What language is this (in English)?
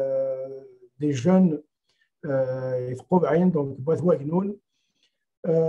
Kabyle